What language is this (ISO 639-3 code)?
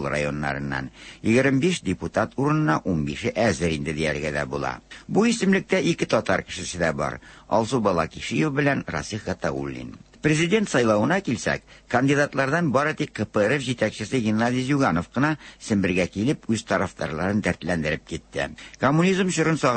tat